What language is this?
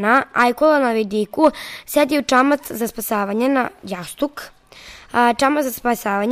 Serbian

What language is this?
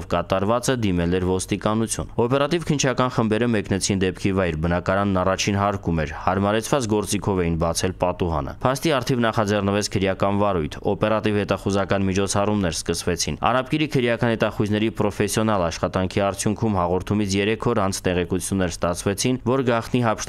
Armenian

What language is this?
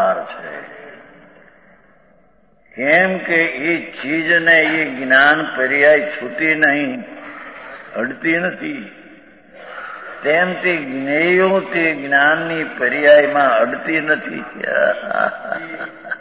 Gujarati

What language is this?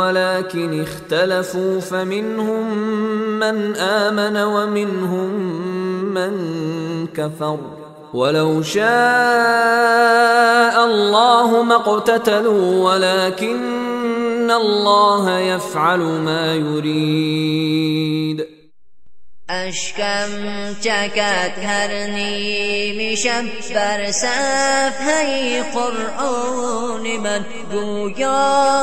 Persian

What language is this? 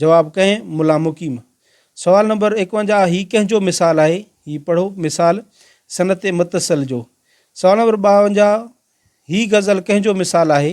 Sindhi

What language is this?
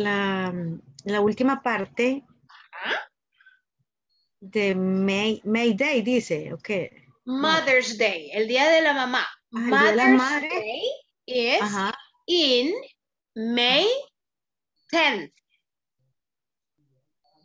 Spanish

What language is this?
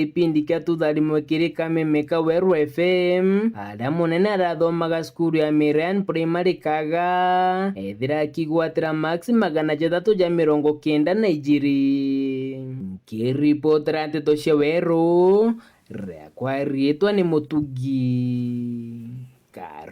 Meru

